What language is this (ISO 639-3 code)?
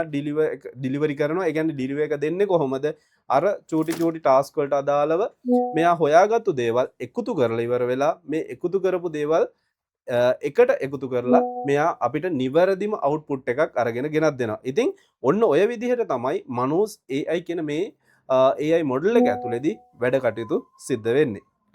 sin